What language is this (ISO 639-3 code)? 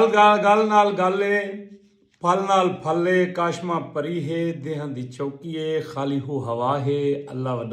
skr